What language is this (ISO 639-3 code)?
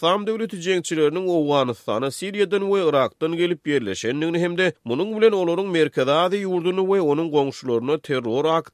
tuk